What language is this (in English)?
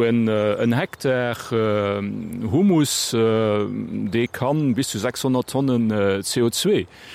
Luxembourgish